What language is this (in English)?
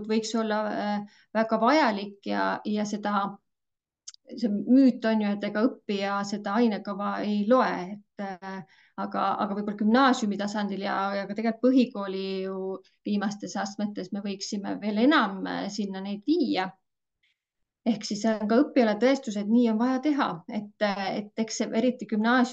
Estonian